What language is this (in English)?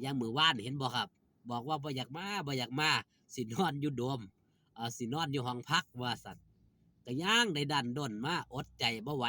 Northeastern Thai